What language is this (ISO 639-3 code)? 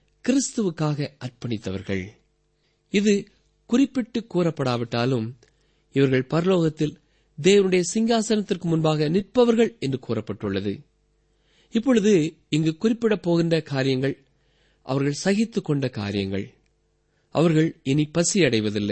tam